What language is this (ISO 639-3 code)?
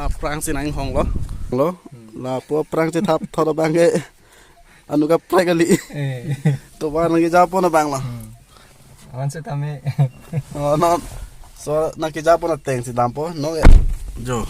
mjw